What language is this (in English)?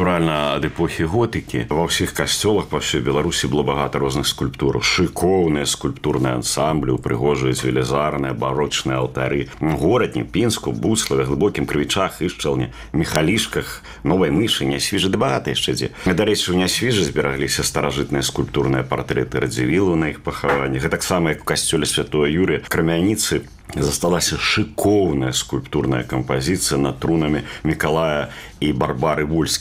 Belarusian